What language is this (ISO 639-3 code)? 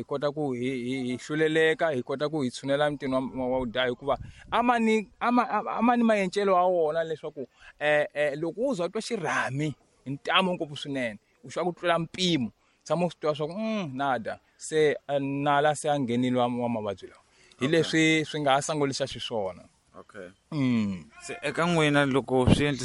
tso